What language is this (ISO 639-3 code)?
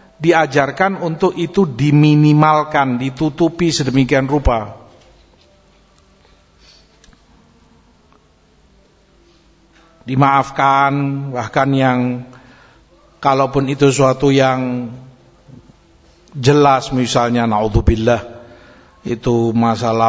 ind